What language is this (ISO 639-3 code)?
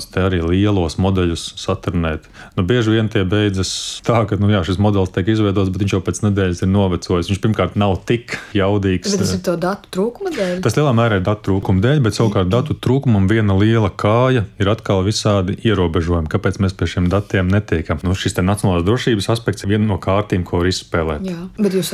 lav